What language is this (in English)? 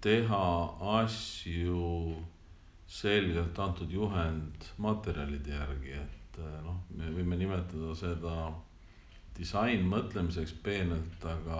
Estonian